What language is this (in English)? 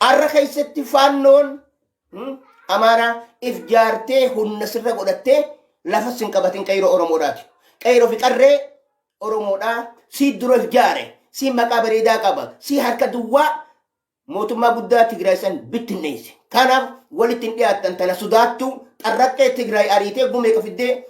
Oromo